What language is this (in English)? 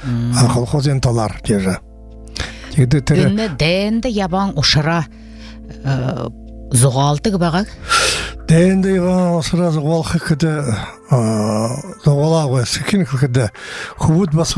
Buriat